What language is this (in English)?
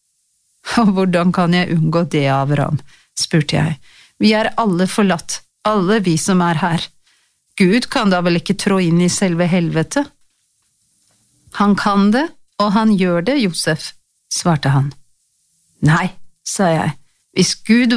Norwegian